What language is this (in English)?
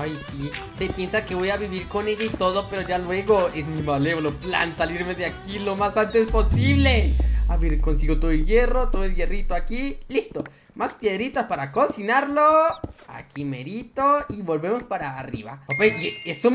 Spanish